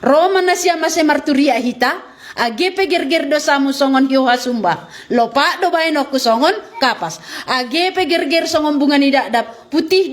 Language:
Batak Simalungun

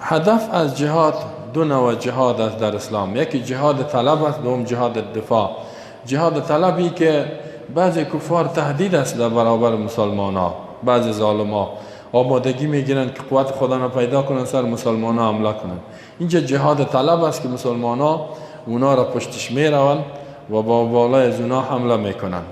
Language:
Persian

